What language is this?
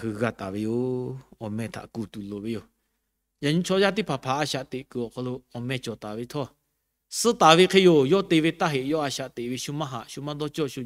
Lahu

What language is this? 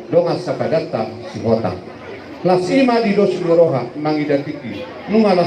Batak Toba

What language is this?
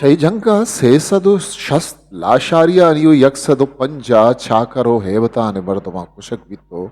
Eastern Balochi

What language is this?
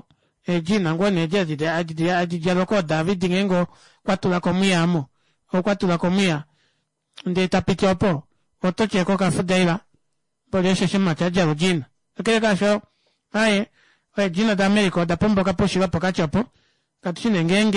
Kuanyama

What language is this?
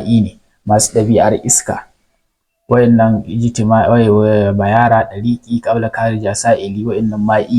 Hausa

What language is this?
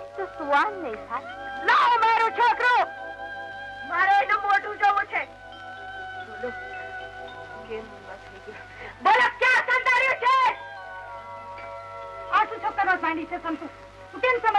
Gujarati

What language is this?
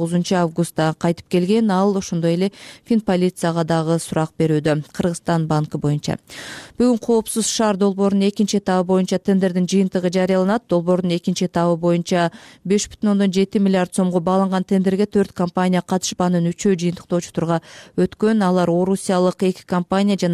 Kyrgyz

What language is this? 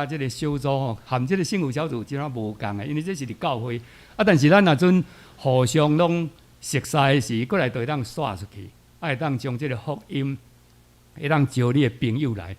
Min Nan Chinese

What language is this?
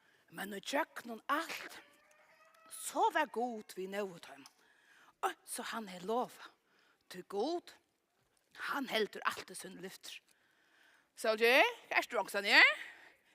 Faroese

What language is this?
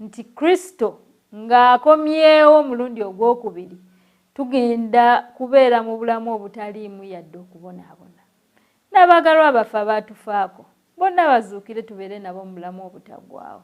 Ganda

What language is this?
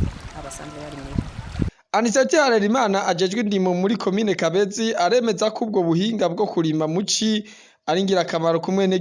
Rundi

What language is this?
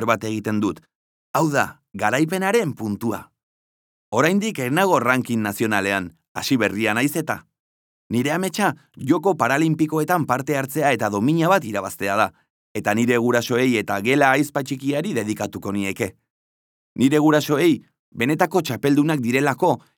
Basque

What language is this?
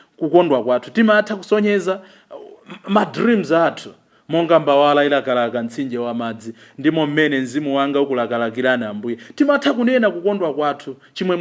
Nyanja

